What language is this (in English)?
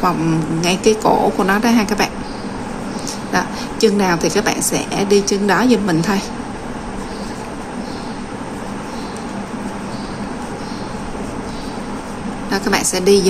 Vietnamese